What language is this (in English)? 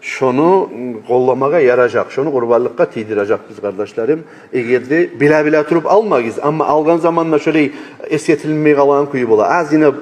Kumyk